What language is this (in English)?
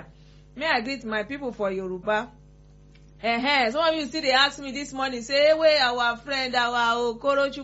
Nigerian Pidgin